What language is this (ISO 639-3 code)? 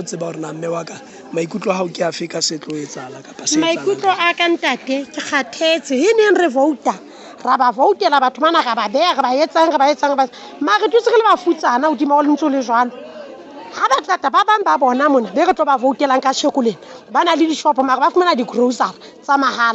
sot